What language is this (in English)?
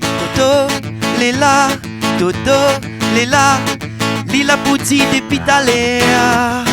Réunion Creole French